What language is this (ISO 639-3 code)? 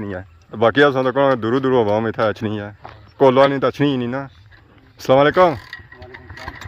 phr